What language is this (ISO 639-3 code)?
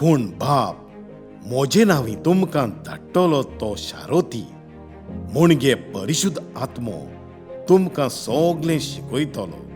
kok